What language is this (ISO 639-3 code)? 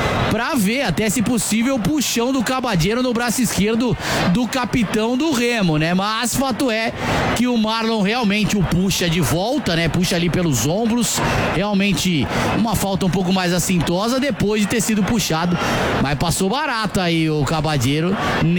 por